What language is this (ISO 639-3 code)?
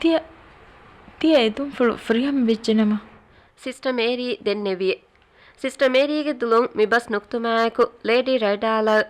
div